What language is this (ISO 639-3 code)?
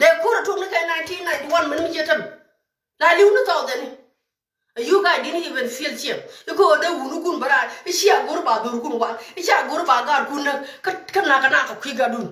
nus